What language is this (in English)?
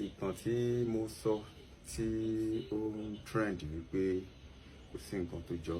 Yoruba